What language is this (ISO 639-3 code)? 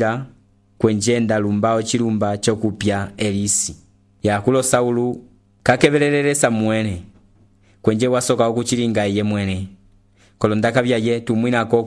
umb